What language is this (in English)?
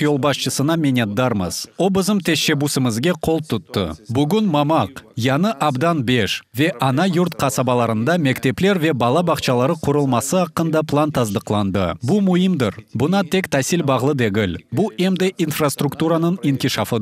Crimean Tatar